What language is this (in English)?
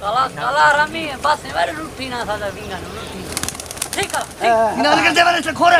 Saraiki